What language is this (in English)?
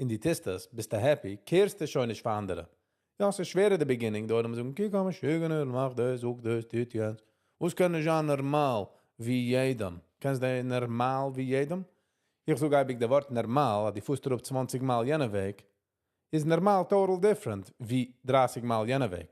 Yiddish